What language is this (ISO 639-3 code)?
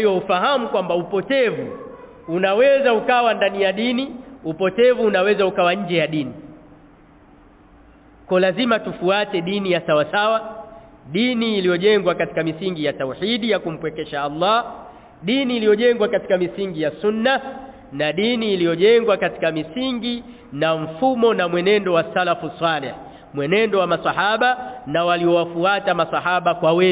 swa